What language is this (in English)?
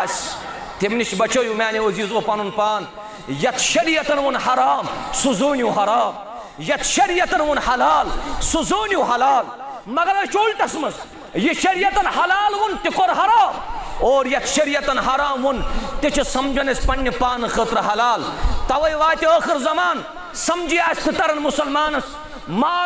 Kashmiri